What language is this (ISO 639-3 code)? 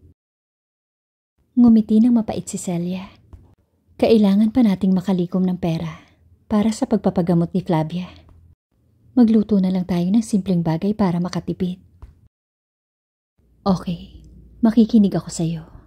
fil